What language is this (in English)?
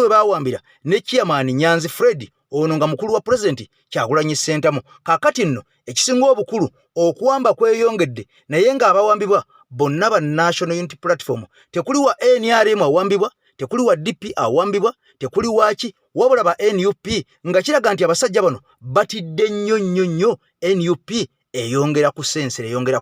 Ganda